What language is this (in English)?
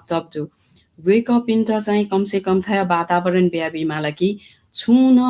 Newari